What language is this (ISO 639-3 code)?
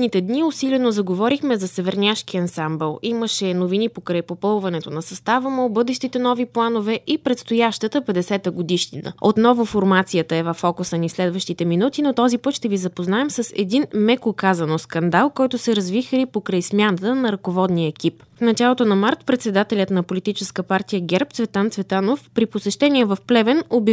bul